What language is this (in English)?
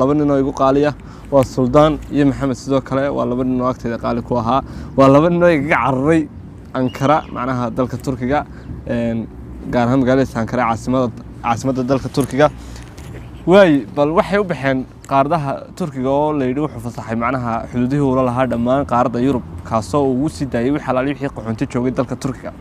Somali